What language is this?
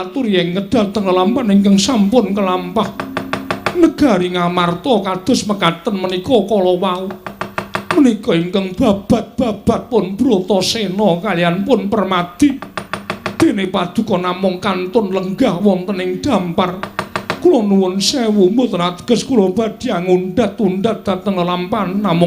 Javanese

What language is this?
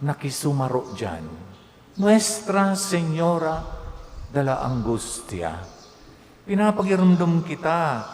Bikol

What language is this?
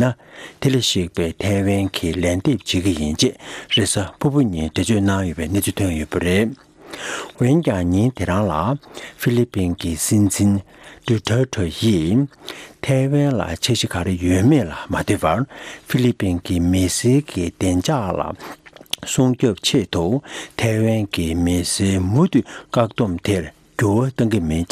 Tibetan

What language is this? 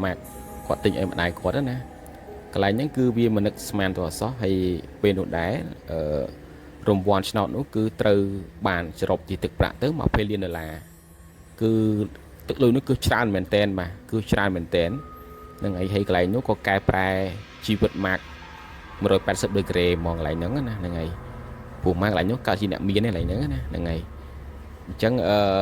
Khmer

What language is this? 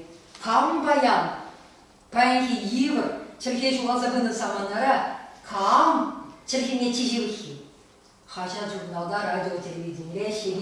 Chuvash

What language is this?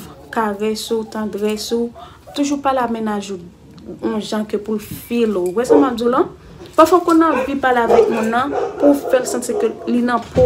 Haitian Creole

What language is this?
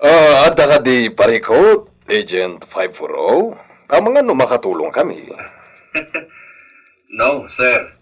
Iloko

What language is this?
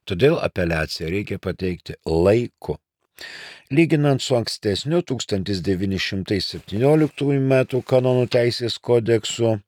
Lithuanian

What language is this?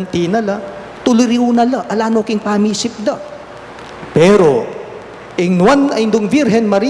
Pampanga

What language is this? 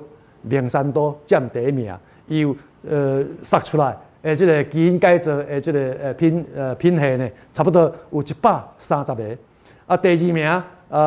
Min Nan Chinese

